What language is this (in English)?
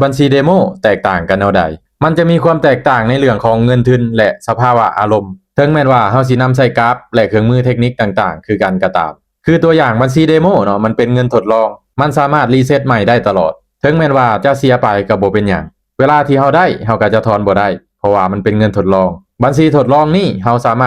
Lao